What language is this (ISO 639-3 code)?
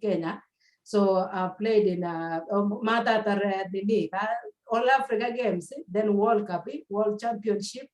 kln